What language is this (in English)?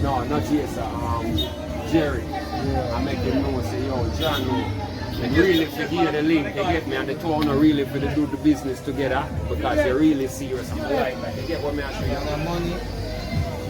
Jamaican Creole English